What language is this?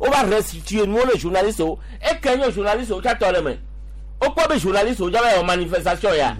Gen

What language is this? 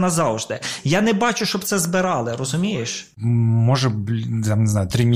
Ukrainian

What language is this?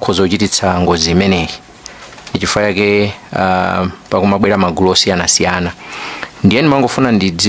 Nyanja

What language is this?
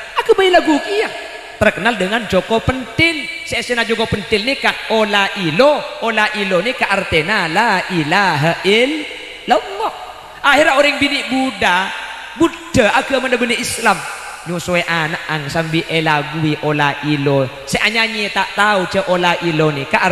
Madurese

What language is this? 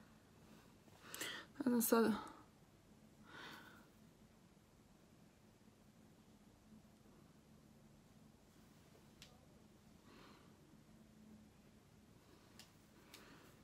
Croatian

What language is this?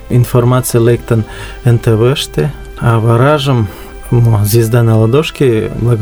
Mari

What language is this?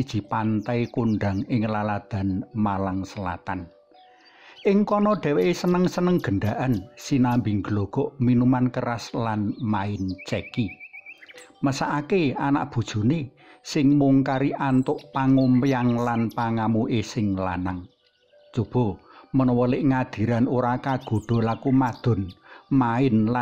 Javanese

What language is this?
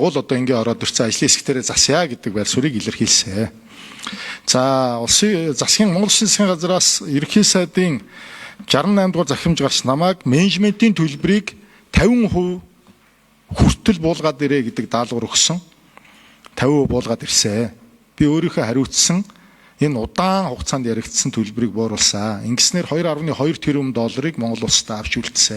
Mongolian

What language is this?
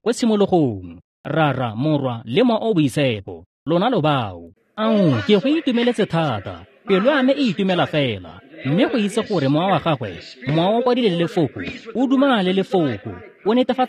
Tswana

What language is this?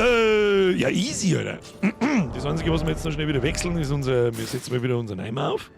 Bavarian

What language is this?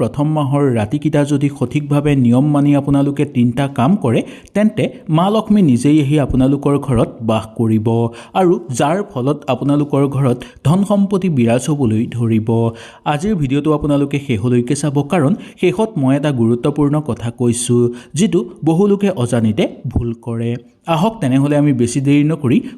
Assamese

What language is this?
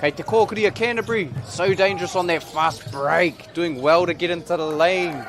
Māori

